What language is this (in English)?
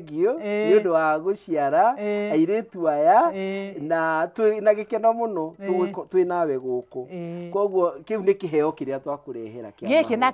Kikuyu